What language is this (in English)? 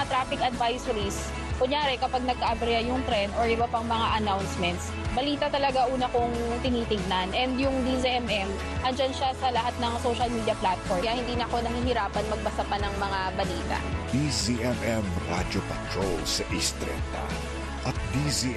Filipino